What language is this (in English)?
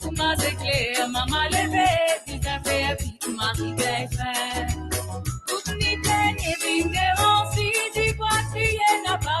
Morisyen